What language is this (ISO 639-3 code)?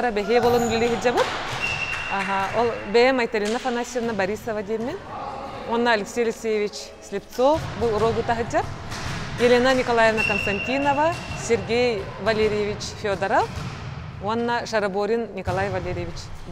sah